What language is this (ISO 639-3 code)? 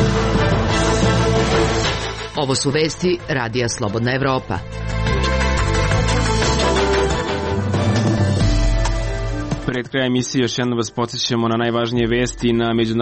srp